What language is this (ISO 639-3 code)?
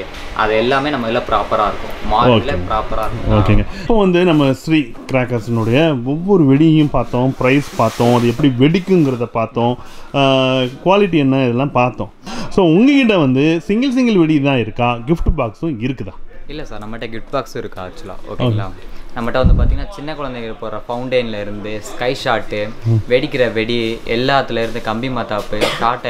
tam